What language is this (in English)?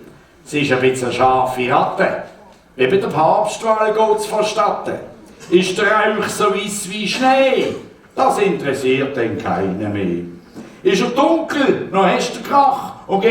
Swiss German